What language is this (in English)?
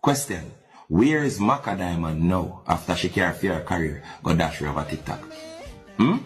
Jamaican Creole English